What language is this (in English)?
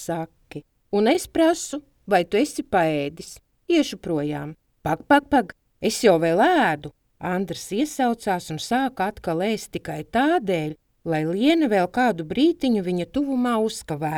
Latvian